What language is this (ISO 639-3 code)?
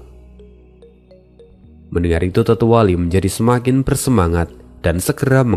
ind